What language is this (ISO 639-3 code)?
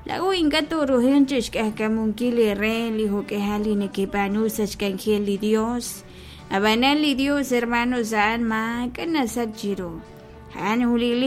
kek